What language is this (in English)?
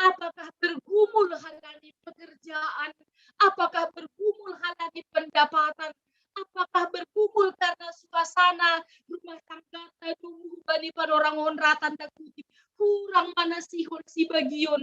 Batak Simalungun